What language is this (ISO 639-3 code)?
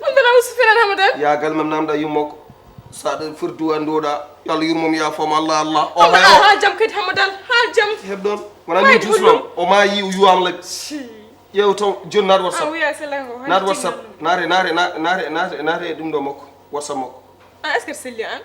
ful